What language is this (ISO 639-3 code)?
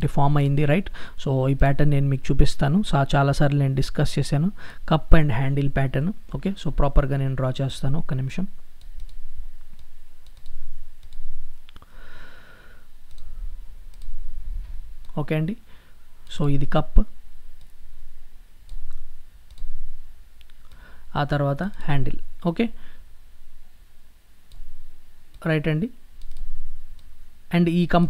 tel